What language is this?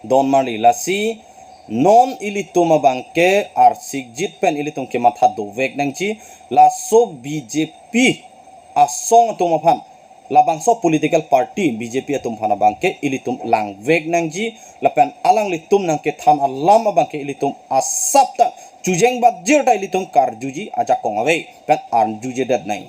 Karbi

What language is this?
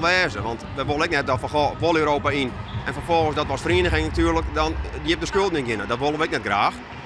Western Frisian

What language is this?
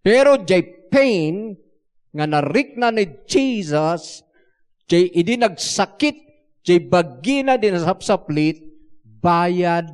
Iloko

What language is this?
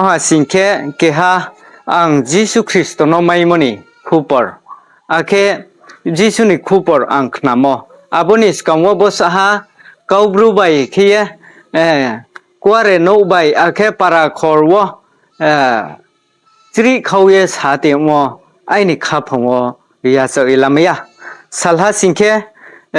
Riang (India)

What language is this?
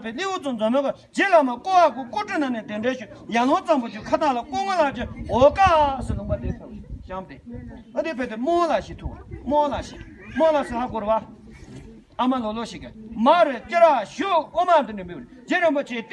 Tibetan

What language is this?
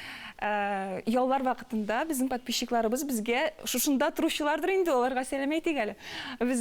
Tatar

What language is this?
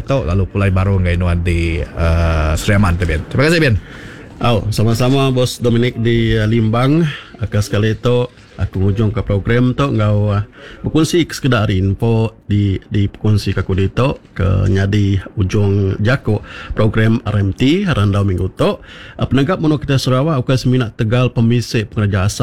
Iban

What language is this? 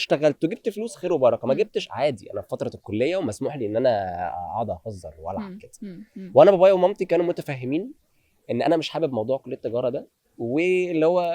Egyptian Arabic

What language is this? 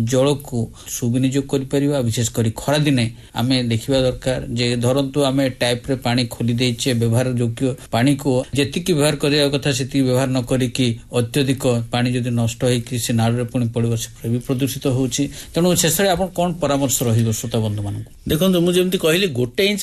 Odia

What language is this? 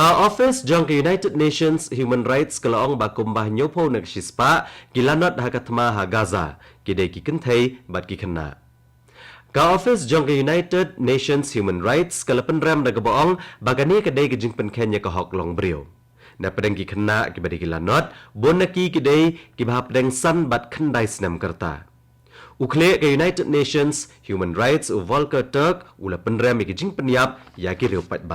Khasi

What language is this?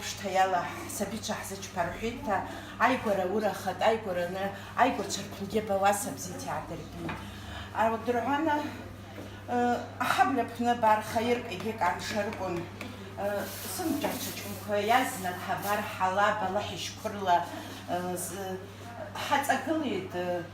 Abkhazian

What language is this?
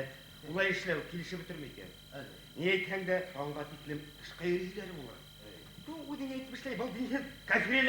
Bashkir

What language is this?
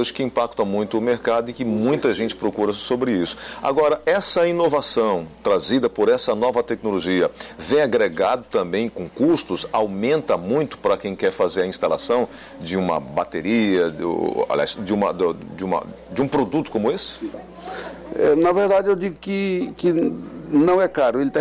Portuguese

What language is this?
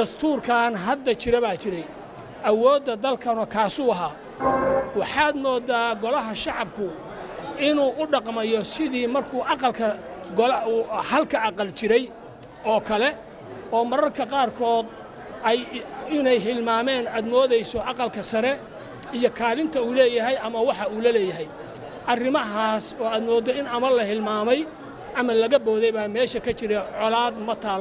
Somali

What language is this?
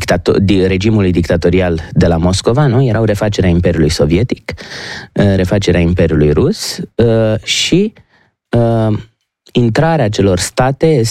Romanian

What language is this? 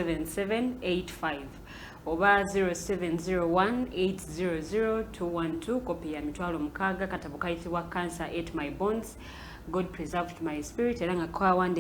Ganda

